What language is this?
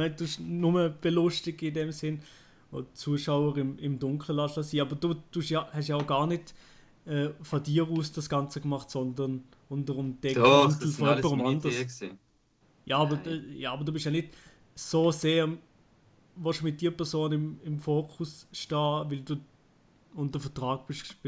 Swiss German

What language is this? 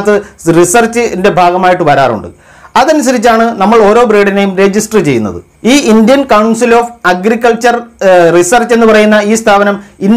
Malayalam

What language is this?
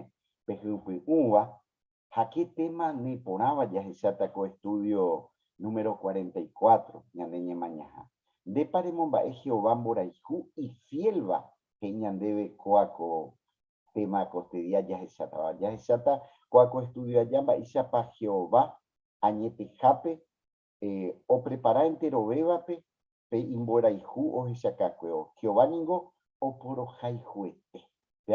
Guarani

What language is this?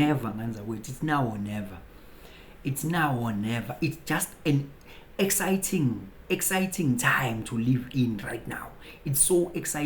Zulu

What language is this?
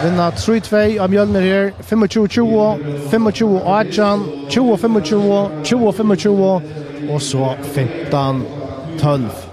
Faroese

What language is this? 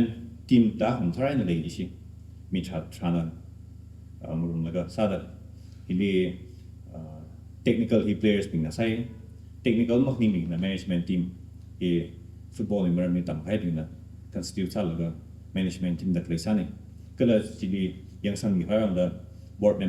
Tangkhul Naga (India)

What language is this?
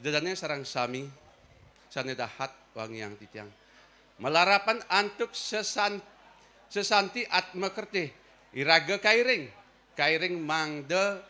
Balinese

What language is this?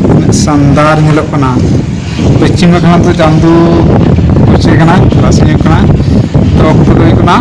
Santali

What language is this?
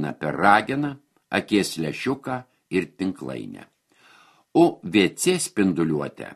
Lithuanian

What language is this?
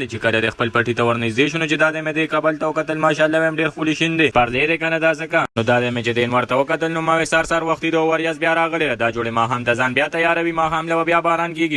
Pashto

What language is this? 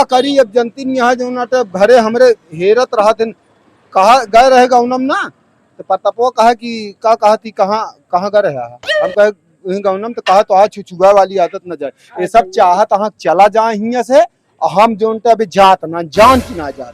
Awadhi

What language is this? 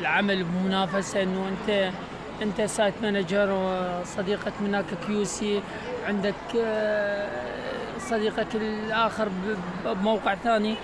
Mesopotamian Arabic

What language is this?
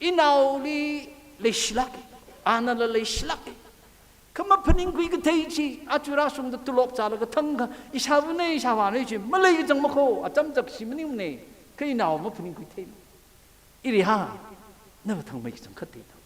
Tangkhul Naga (India)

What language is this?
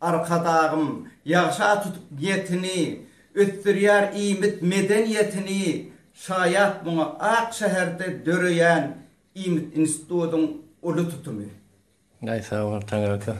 Turkmen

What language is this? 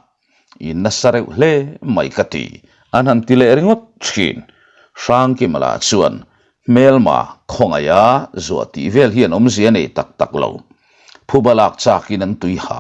Mizo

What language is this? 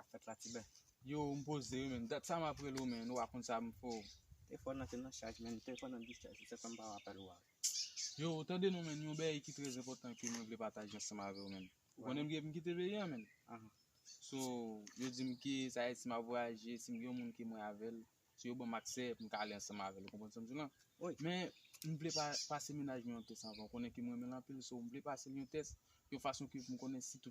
Haitian Creole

